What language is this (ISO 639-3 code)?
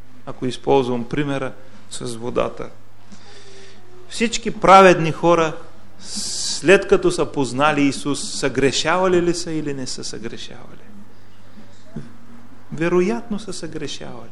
bul